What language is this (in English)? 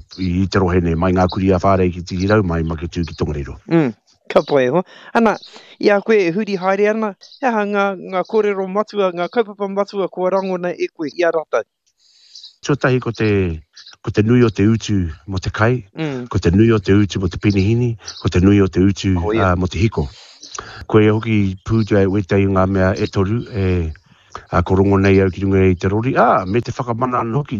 Māori